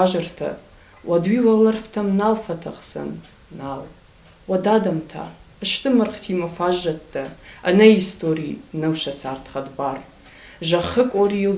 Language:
Ossetic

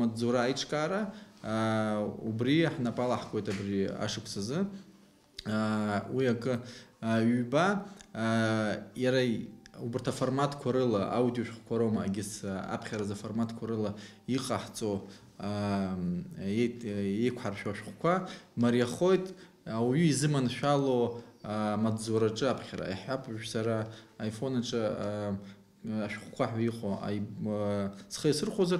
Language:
Abkhazian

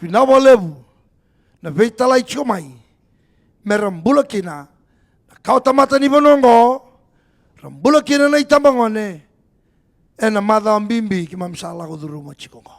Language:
Fijian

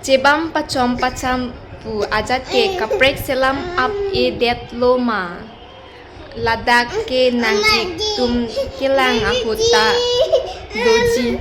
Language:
Karbi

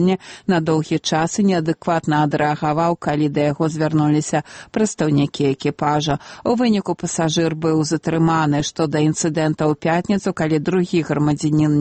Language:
Belarusian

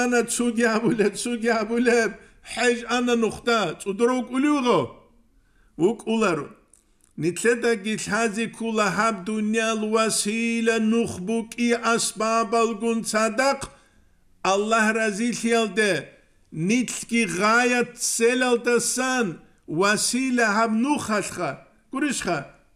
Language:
Avaric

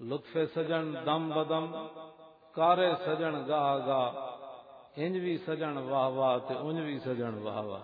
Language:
Western Panjabi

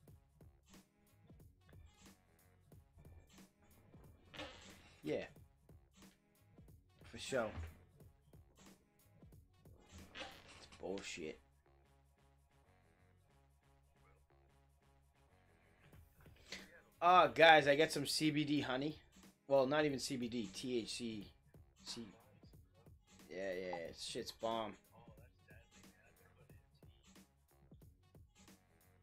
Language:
English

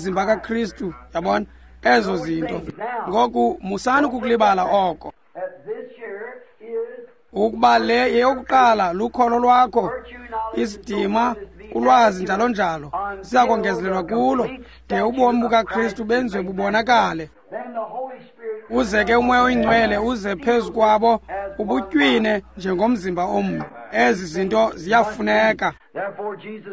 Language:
Xhosa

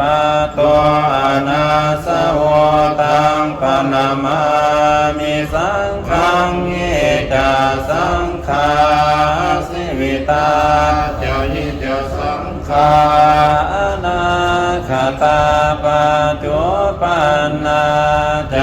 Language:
Pali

